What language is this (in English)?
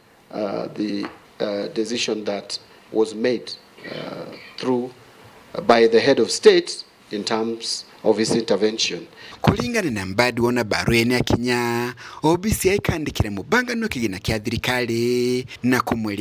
Meru